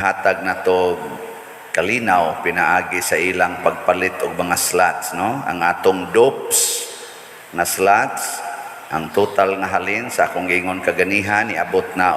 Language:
Cebuano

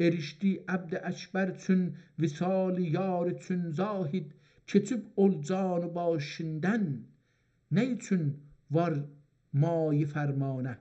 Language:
South Azerbaijani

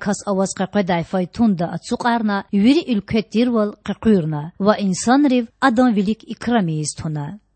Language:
Lezghian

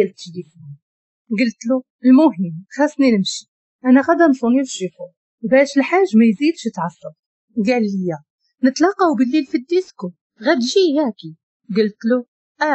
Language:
Moroccan Arabic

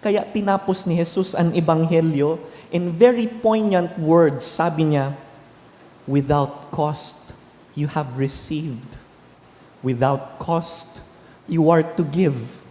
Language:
Bikol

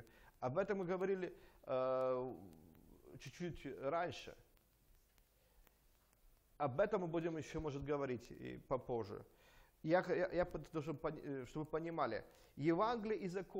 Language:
Russian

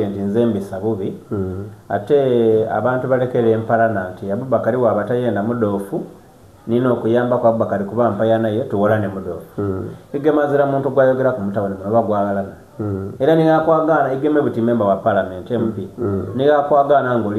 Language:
Soga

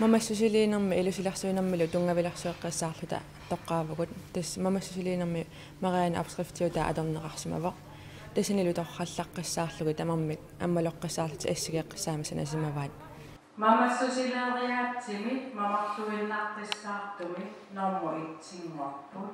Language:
Kalaallisut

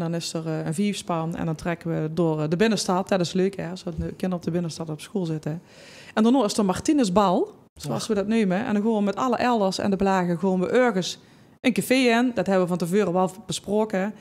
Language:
Limburgish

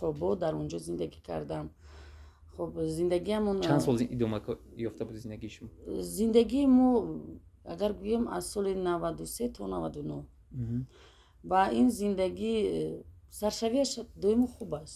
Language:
Tajik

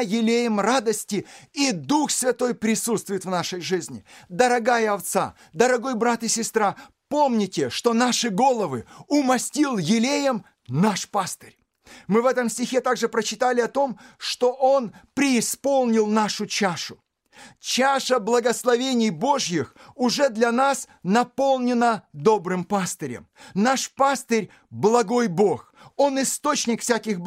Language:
Russian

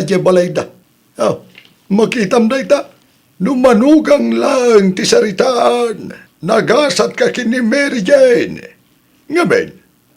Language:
Iloko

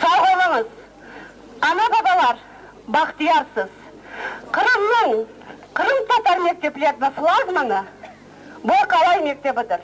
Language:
Crimean Tatar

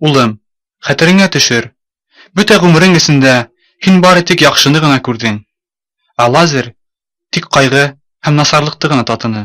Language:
Bashkir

